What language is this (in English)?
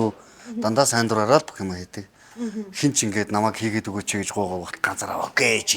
Mongolian